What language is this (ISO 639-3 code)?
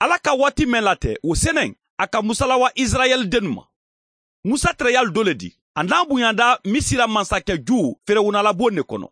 man